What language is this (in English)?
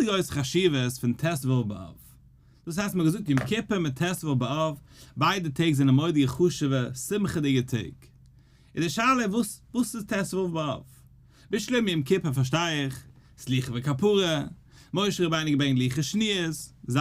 Yiddish